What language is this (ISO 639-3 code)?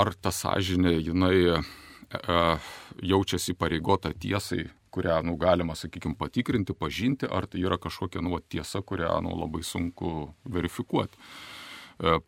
lit